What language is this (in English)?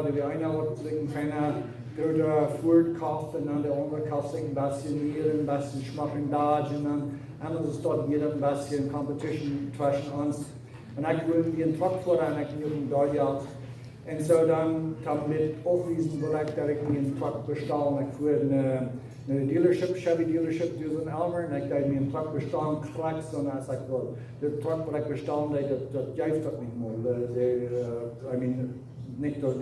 Plautdietsch